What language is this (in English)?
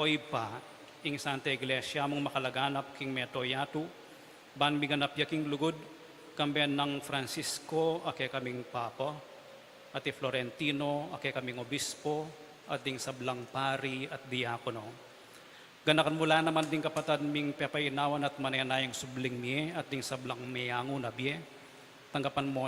Pampanga